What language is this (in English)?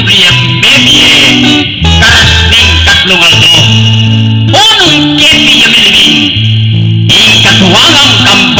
Pampanga